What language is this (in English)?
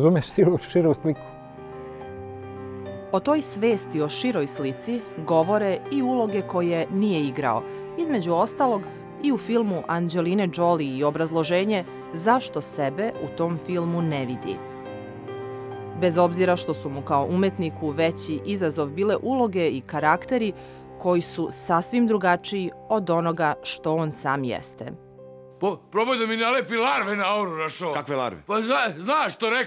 Serbian